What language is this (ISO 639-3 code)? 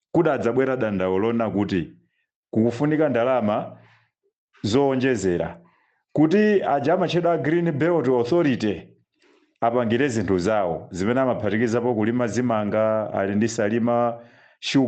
nya